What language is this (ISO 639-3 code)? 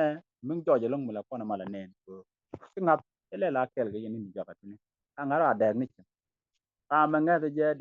nus